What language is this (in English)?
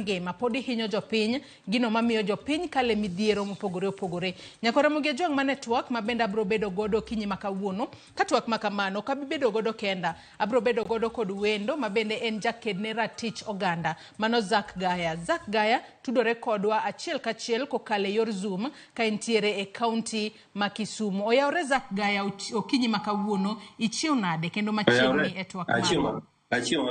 Luo (Kenya and Tanzania)